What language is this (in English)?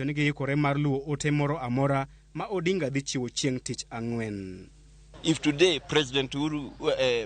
Luo (Kenya and Tanzania)